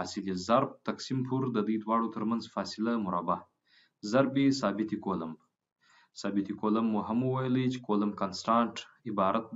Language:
Pashto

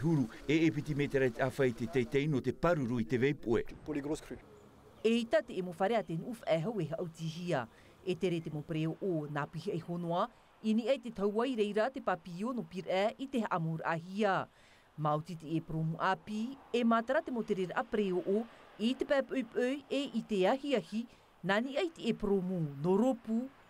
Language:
Tahitian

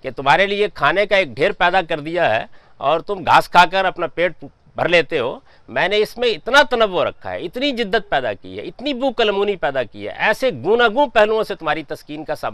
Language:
Urdu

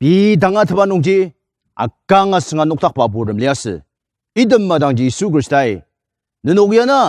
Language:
Ao Naga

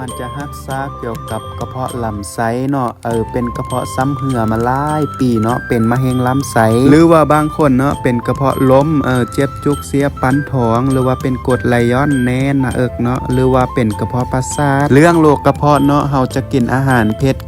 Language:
Lao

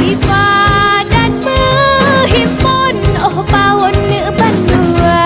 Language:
Achinese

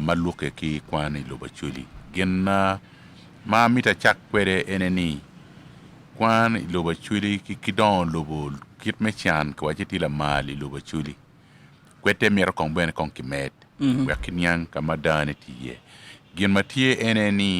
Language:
Acoli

